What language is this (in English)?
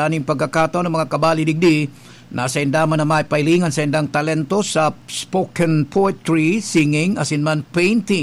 Bikol